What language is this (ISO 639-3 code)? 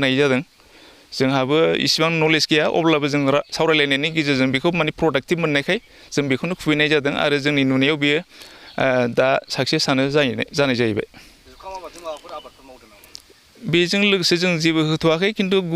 brx